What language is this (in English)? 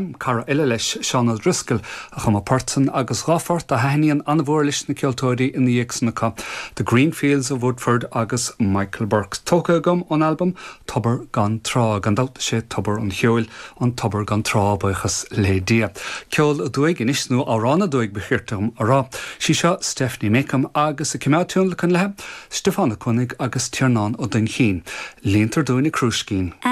Irish